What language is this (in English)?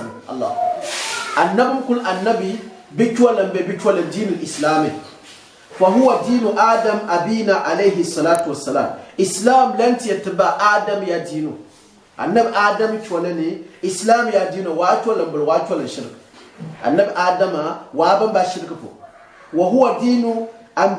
Gourmanchéma